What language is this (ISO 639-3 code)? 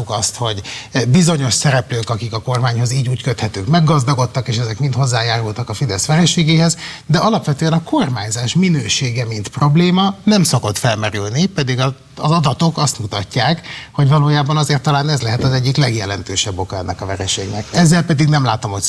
hun